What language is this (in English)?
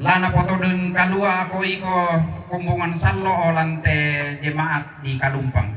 Toraja-Sa'dan